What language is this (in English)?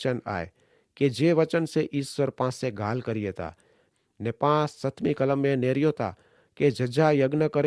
Kachhi